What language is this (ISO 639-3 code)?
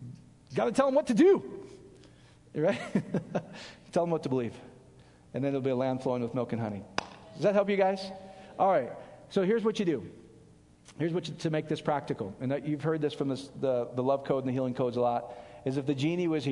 eng